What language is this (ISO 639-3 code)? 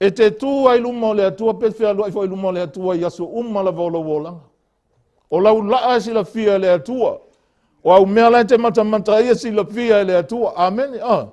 smo